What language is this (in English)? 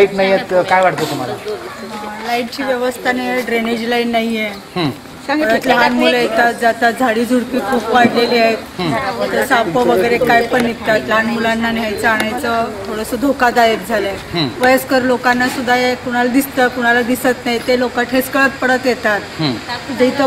Marathi